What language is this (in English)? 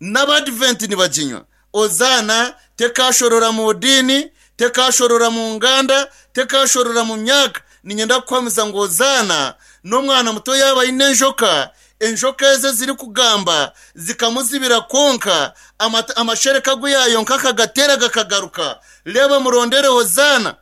Nyankole